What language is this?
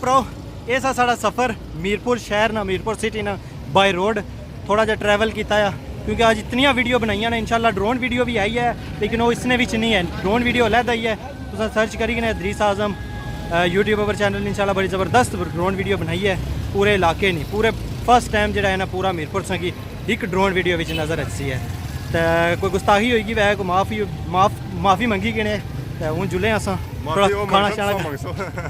Pahari-Potwari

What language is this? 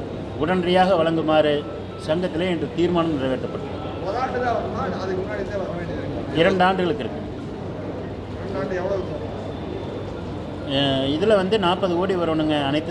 Tamil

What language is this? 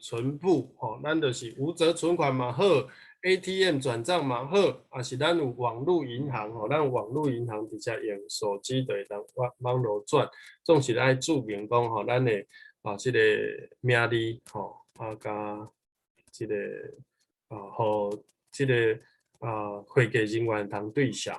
Min Nan Chinese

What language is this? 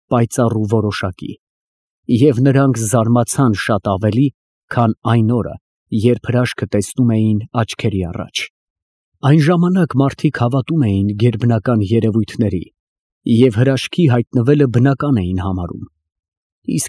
Armenian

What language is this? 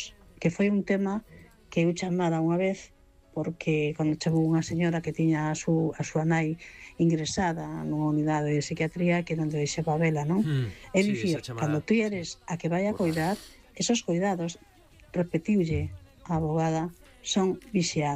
Galician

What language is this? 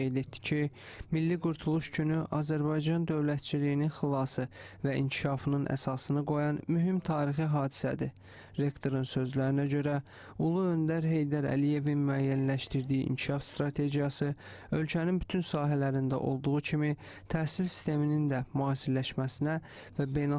Azerbaijani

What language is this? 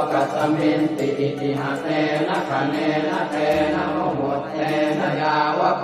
Pali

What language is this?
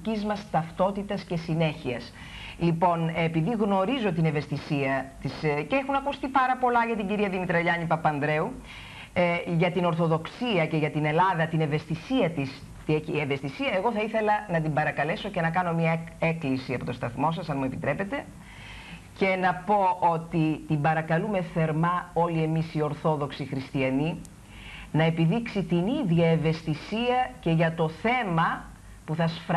Greek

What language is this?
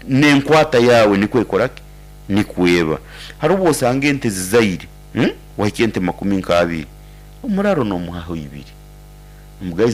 Nyankole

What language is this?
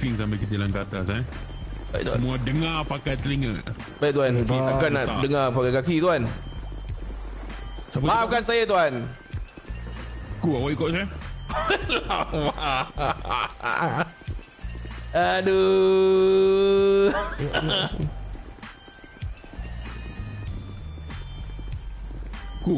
Malay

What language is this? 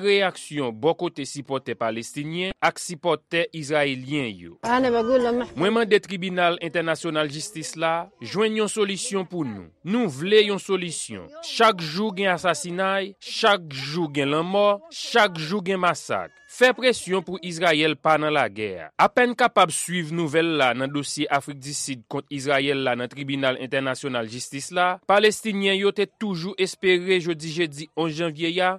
Haitian Creole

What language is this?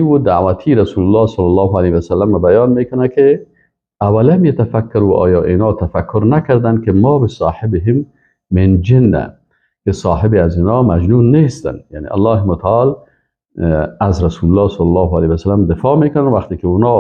Persian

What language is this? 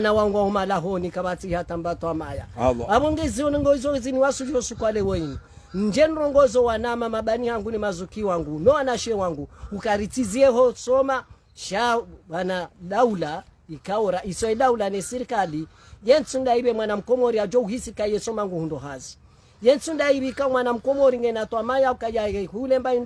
Ngazidja Comorian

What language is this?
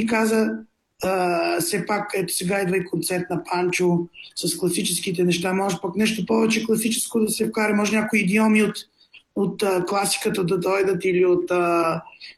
Bulgarian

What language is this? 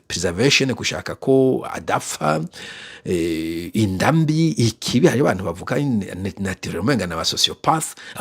Rundi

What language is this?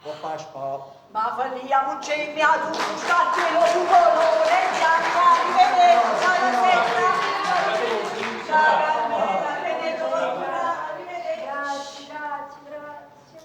Neapolitan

